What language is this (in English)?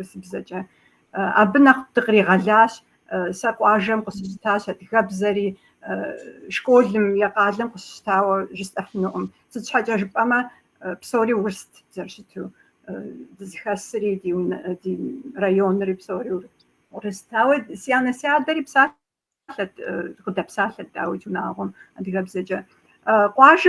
Kabardian